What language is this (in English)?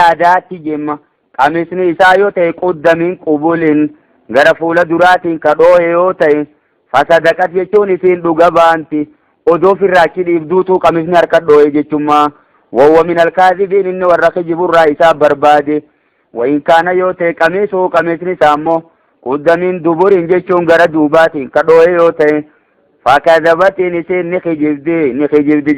Oromo